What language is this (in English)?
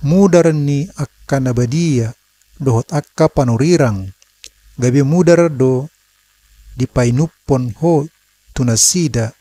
Batak Toba